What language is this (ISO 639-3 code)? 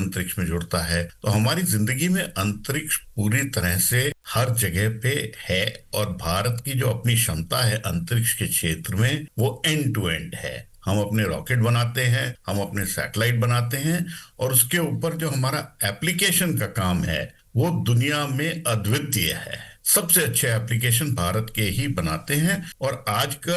hin